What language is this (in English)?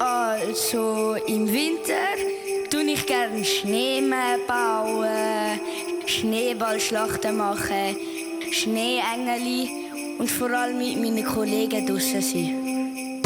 Swiss German